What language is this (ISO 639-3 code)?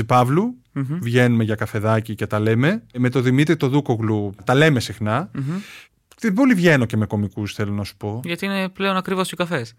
ell